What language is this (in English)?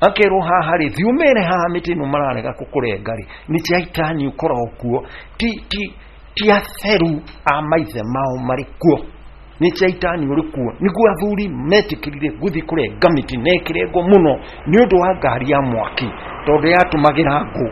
Kikuyu